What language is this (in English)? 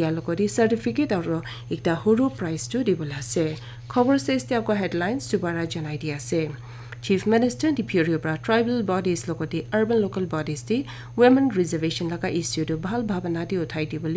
Naga Pidgin